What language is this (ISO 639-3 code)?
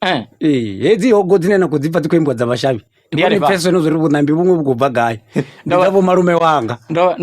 ven